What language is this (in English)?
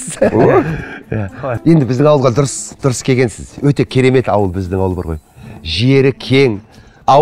Kazakh